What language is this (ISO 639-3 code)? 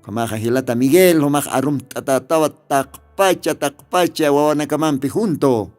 aym